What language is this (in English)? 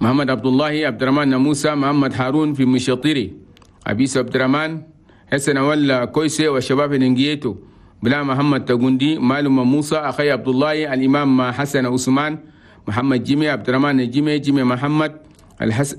Chadian Arabic